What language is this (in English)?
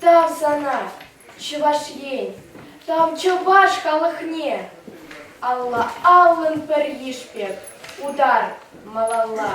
Chuvash